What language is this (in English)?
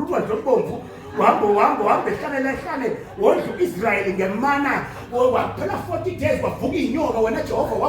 Zulu